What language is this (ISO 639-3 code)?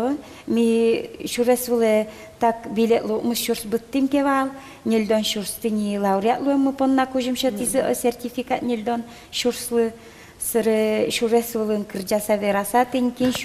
udm